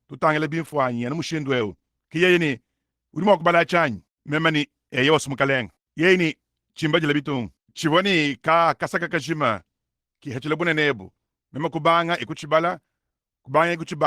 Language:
Luba-Lulua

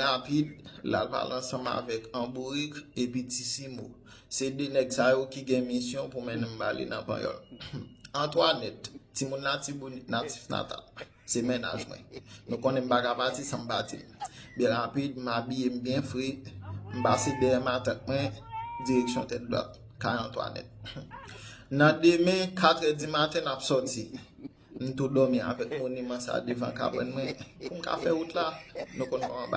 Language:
Haitian Creole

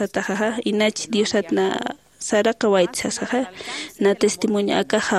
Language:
Aymara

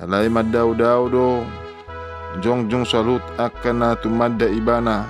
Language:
Batak Toba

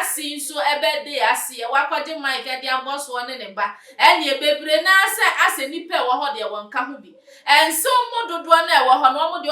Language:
Akan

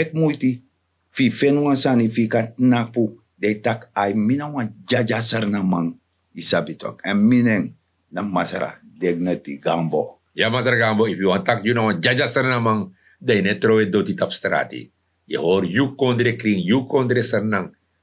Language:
Sranan Tongo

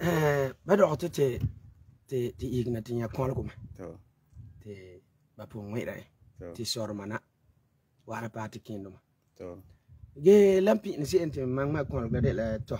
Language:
Frafra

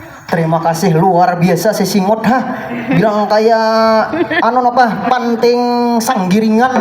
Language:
Banjar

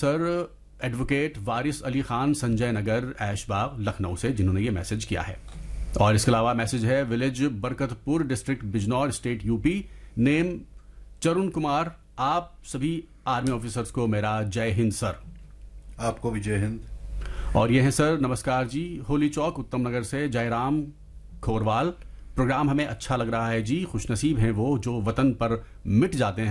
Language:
Hindi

